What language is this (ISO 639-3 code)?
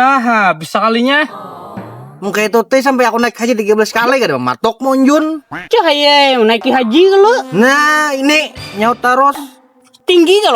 bjn